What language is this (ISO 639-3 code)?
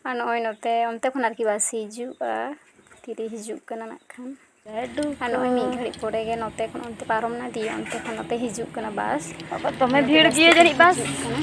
sat